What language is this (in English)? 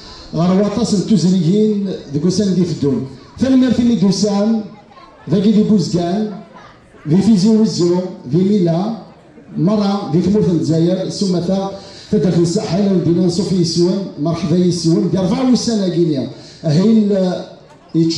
Kabyle